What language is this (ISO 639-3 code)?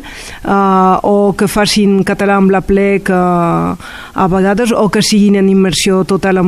cat